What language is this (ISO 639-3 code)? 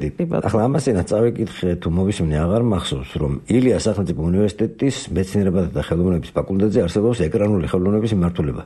kat